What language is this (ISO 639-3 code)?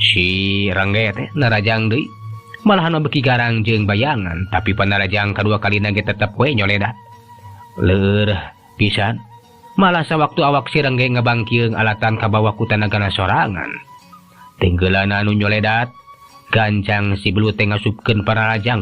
sun